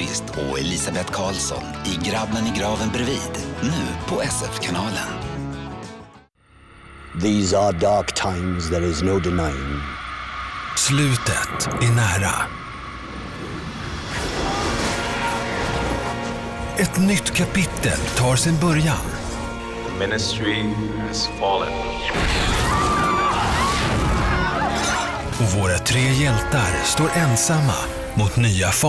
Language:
Swedish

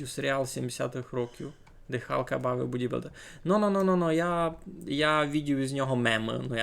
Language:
Rusyn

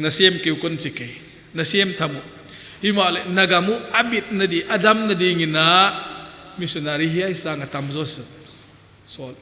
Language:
Paite Chin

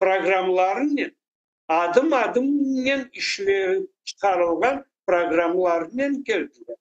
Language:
Crimean Tatar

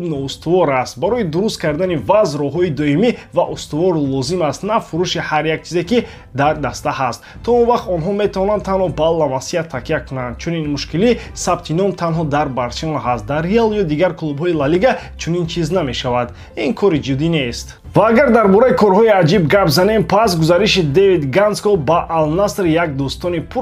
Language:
Tajik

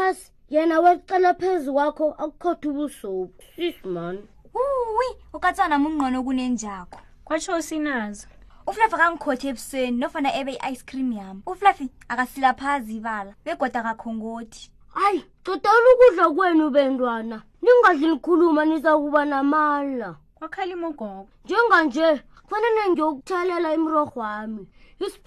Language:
South Ndebele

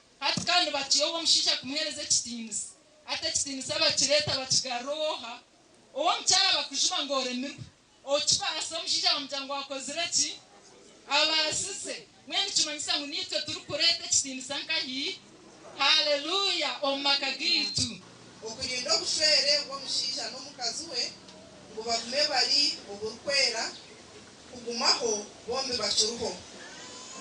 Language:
Nyankole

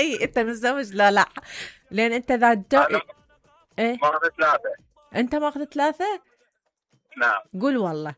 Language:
Mesopotamian Arabic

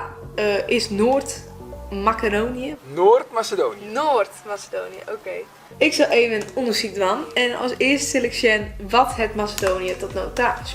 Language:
Western Frisian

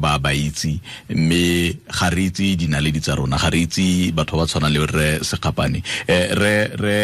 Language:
Tswana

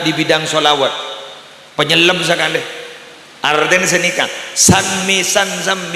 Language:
Madurese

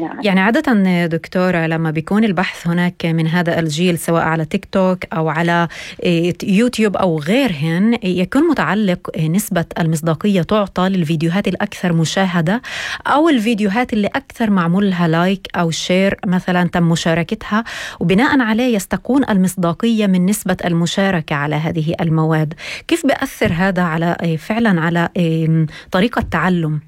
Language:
North Levantine Arabic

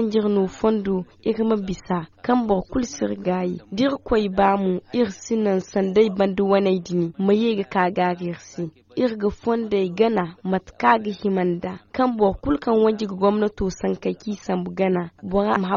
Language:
Zarma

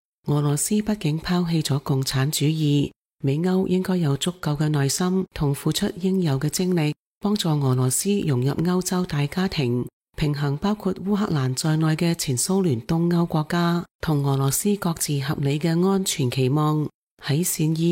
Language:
Cantonese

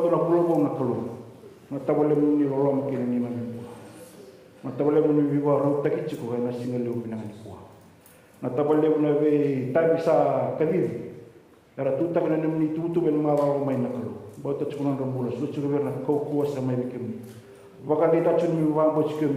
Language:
Fijian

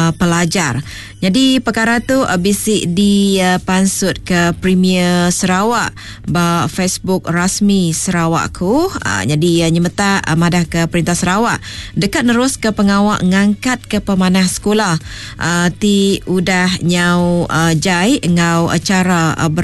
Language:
Iban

